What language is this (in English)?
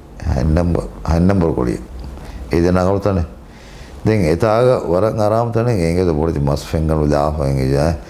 Divehi